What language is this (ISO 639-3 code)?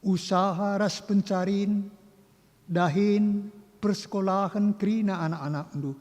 btx